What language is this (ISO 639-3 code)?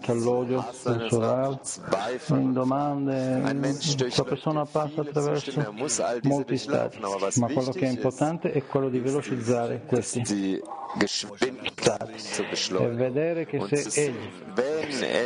ita